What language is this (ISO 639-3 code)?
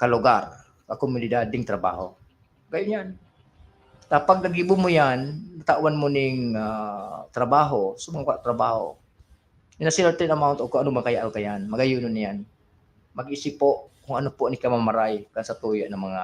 bik